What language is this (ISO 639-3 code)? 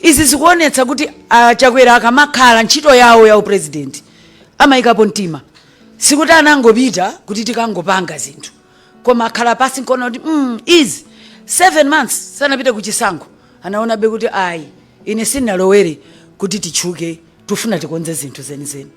nya